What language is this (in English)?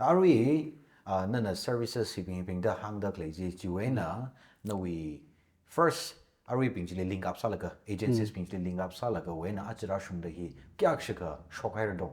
Tangkhul Naga (India)